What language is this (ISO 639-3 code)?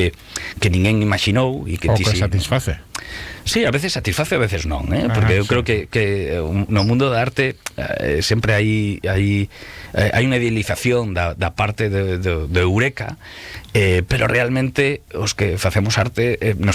glg